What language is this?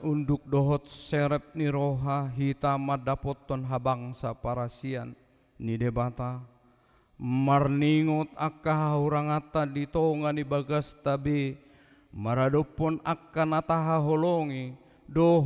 Batak Toba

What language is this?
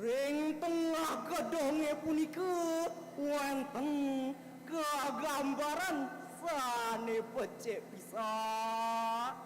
Balinese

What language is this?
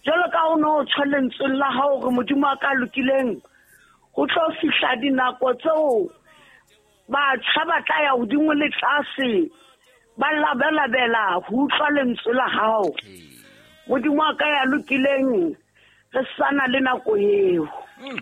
Southern Sotho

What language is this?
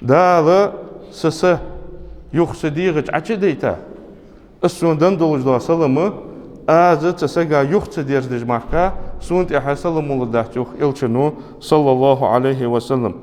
Ingush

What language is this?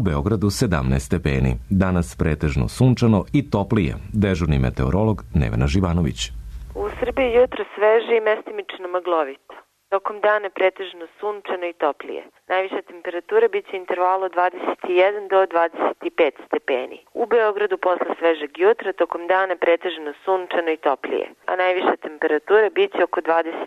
Serbian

